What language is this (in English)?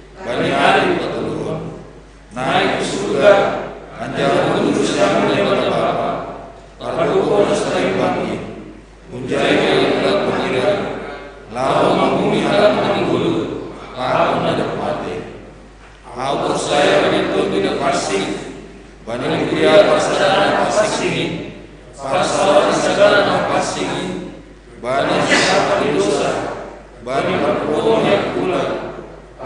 Batak Simalungun